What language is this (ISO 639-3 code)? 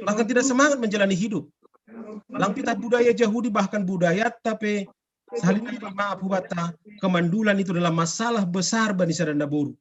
bts